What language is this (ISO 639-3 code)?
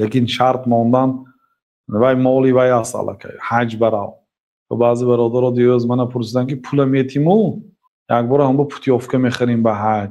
tgk